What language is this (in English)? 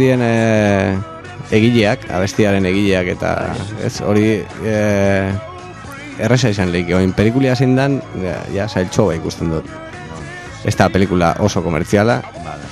Basque